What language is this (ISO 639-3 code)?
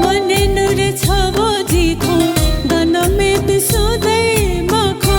new